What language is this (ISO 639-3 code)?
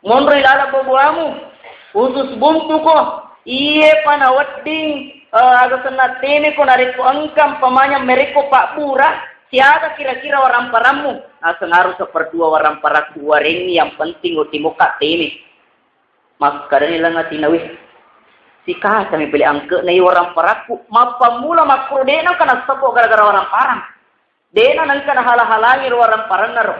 bug